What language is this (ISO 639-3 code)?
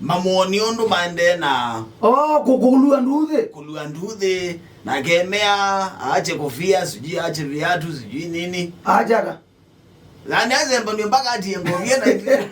kam